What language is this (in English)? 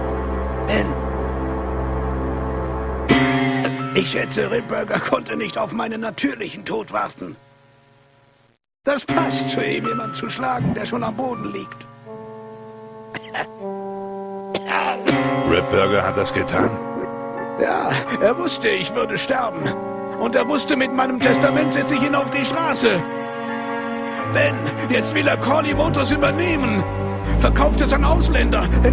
German